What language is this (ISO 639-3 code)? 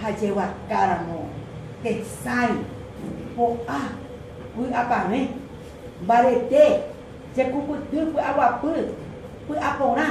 grn